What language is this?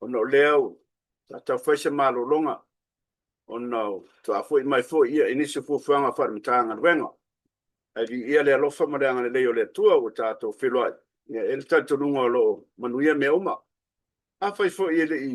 Samoan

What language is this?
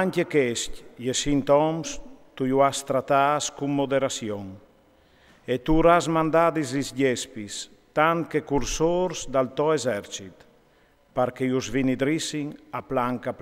Friulian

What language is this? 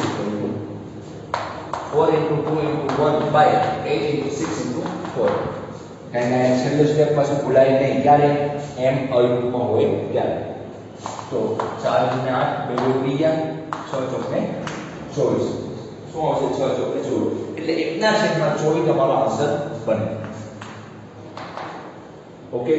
Gujarati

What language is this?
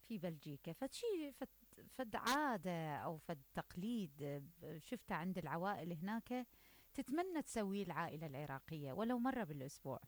Mesopotamian Arabic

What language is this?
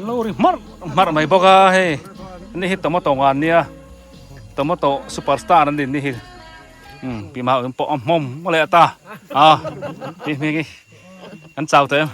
Biete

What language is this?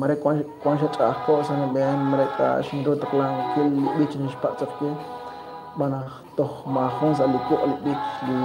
Kekchí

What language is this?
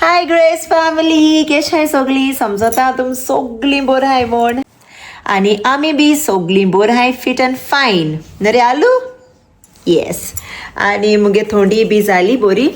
Konkani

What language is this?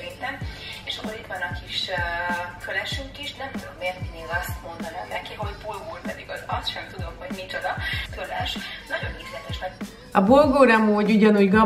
Hungarian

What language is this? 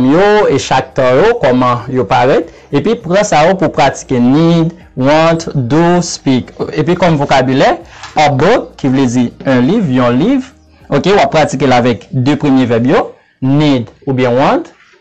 Haitian Creole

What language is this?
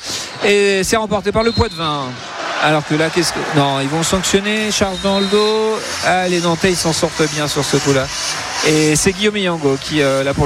French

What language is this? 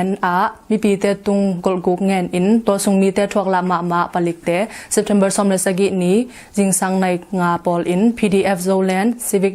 Tedim Chin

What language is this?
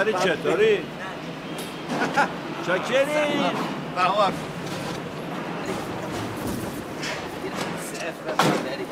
Persian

